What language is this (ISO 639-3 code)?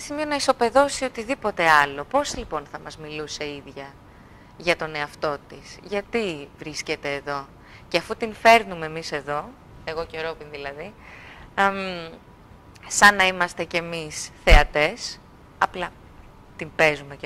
ell